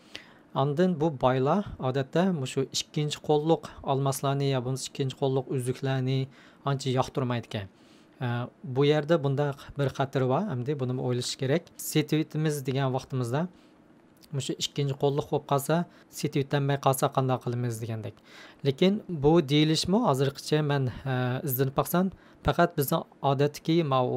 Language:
Uyghur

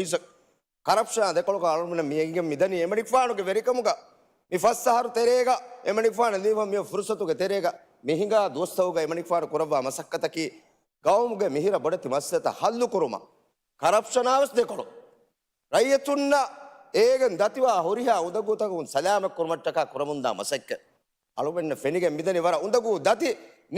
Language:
Divehi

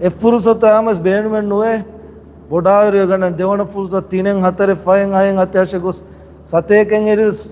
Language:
Divehi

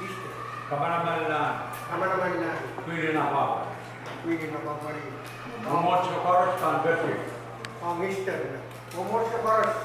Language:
Pohnpeian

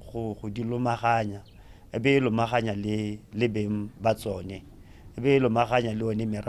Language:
Tswana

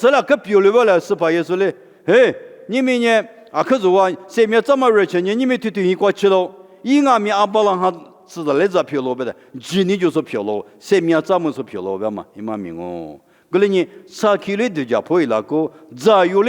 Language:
Lisu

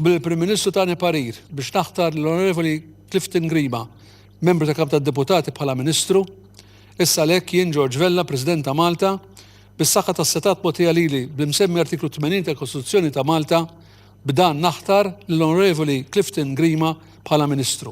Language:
Maltese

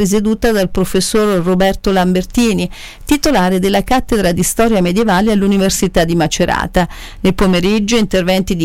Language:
Italian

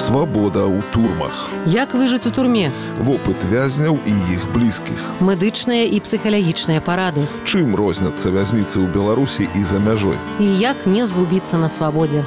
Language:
Belarusian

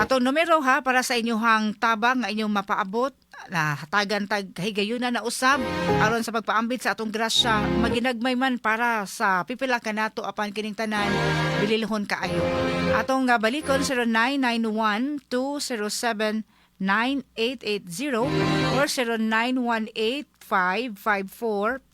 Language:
Cebuano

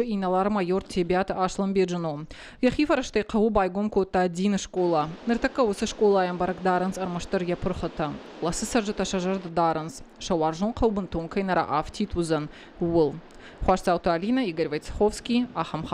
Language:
Ossetic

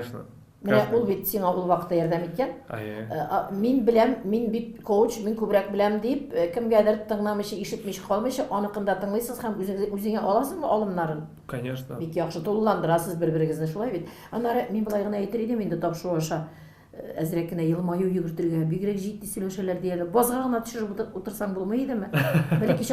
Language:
Tatar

